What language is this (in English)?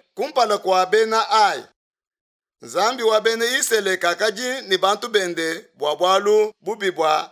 Luba-Lulua